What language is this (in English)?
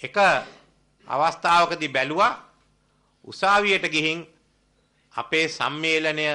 Sinhala